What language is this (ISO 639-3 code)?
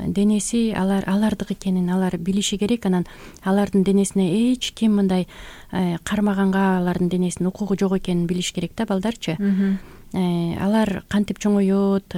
kir